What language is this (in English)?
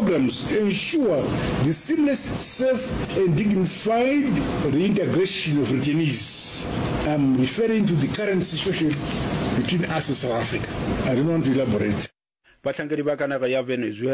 Northern Sotho